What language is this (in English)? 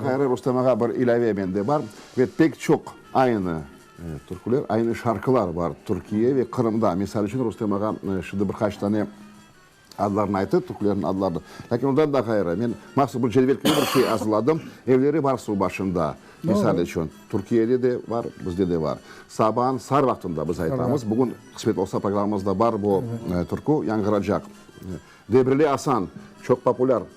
Crimean Tatar